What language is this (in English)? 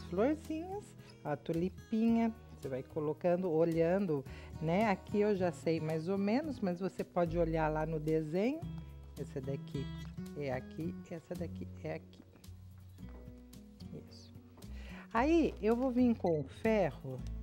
Portuguese